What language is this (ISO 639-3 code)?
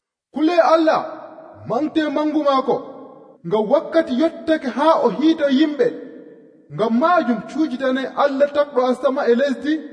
fuv